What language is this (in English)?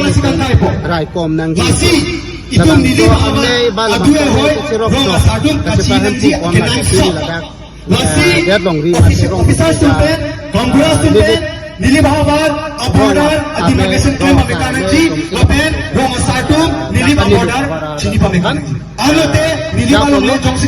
Karbi